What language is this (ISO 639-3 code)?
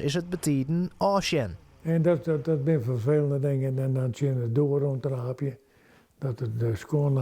fry